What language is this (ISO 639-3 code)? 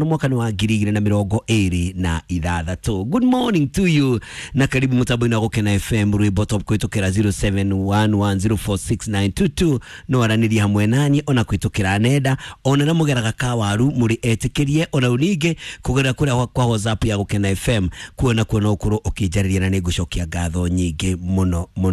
kik